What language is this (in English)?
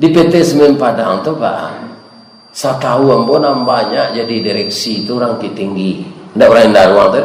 Minangkabau